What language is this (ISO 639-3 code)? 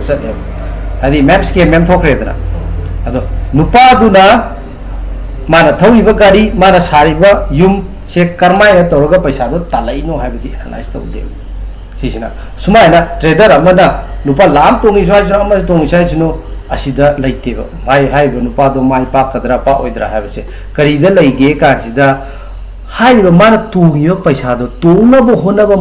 mni